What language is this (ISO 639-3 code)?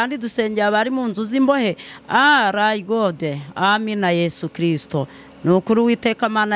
kin